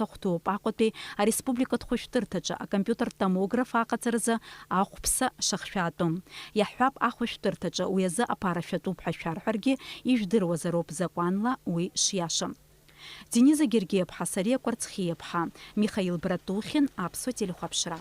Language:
Abkhazian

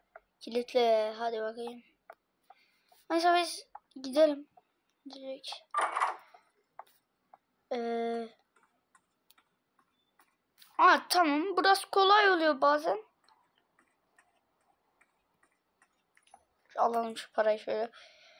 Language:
Turkish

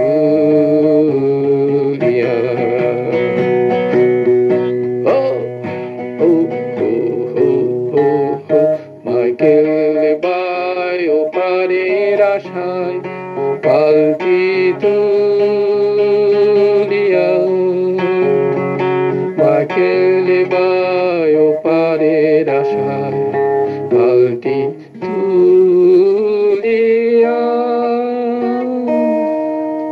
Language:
Bangla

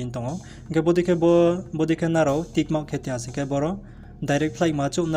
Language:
Riang (India)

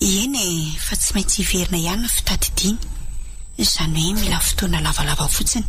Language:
Malagasy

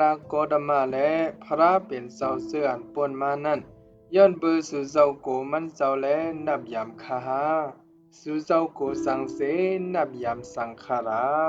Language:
Shan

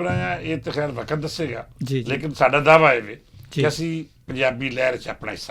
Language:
Western Panjabi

